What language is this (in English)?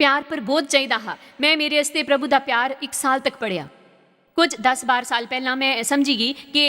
Dogri